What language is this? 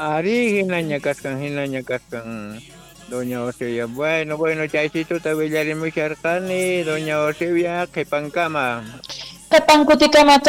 South Bolivian Quechua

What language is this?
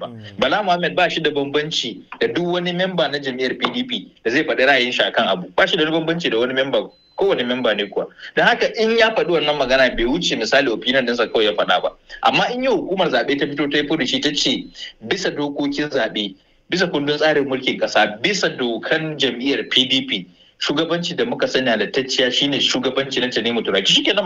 Hausa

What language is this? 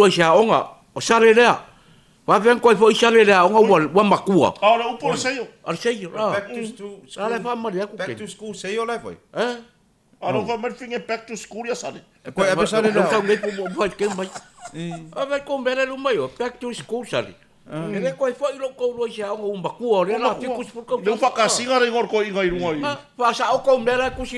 Samoan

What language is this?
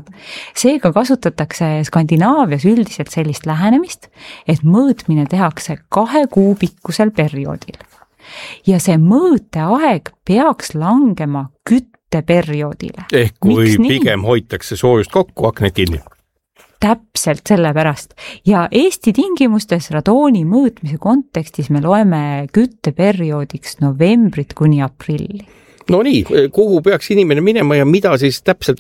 Estonian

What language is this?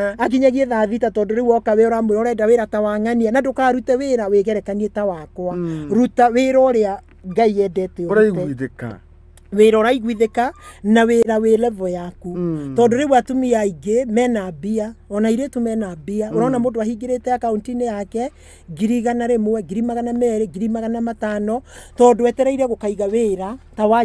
Kikuyu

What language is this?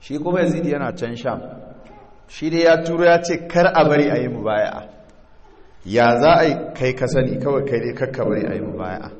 Hausa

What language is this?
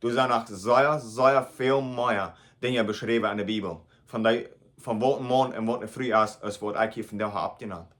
Plautdietsch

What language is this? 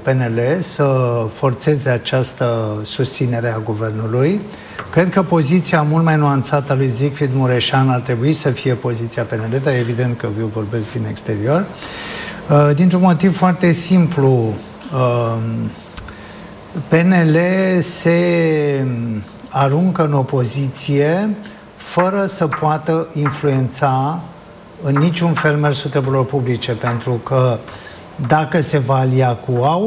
Romanian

